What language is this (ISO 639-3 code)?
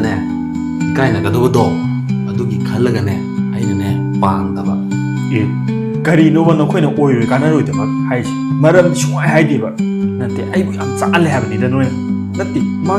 mni